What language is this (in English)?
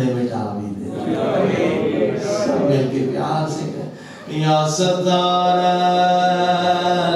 Urdu